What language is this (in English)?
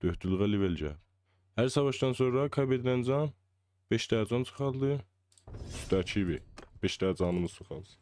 South Azerbaijani